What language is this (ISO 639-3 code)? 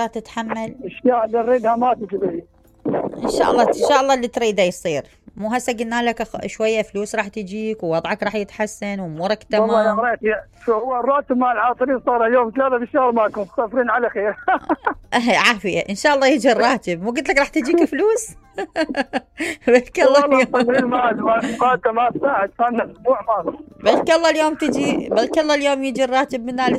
acm